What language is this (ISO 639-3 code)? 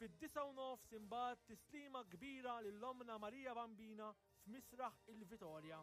mlt